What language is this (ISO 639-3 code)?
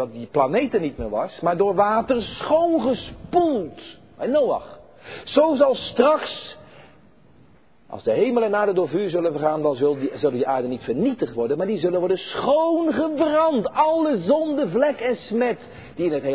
nld